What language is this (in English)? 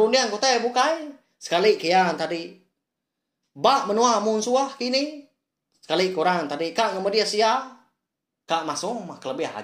Iban